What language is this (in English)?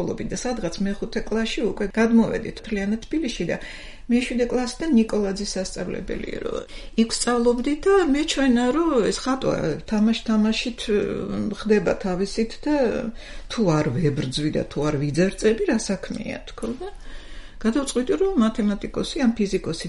Georgian